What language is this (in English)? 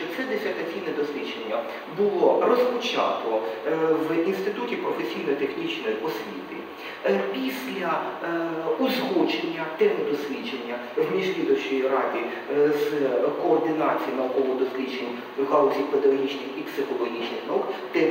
Ukrainian